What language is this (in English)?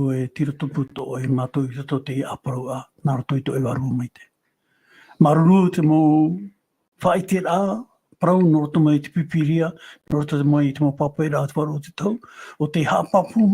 Tahitian